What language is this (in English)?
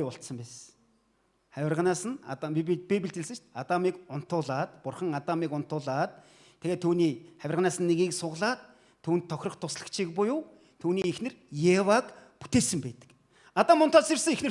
Mongolian